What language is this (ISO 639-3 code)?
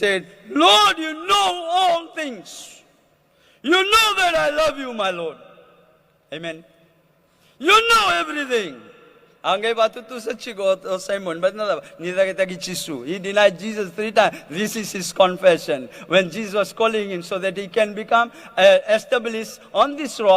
fij